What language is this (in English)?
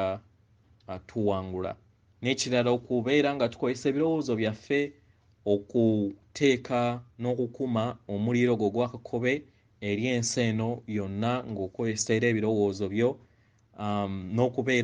Ganda